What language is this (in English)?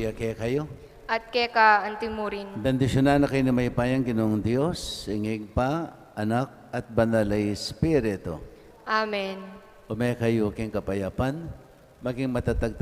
Pampanga